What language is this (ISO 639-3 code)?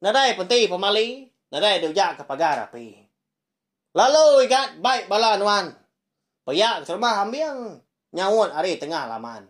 iba